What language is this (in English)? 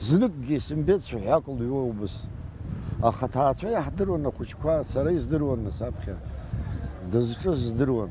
Abkhazian